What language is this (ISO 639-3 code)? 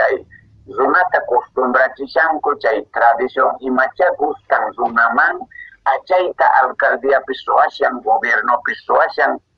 que